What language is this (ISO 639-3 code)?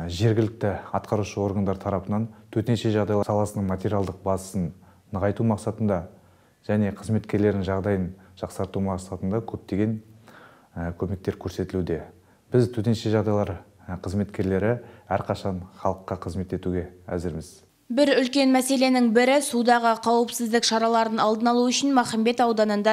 kaz